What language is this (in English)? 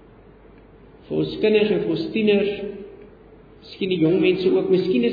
Afrikaans